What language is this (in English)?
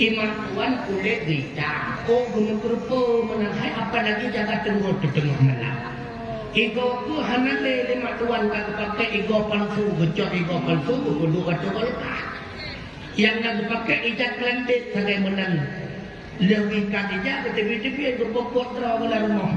Achinese